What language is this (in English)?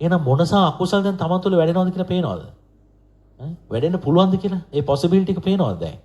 Sinhala